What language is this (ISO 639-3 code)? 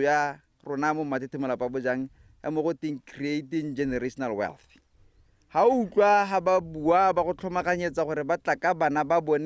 tsn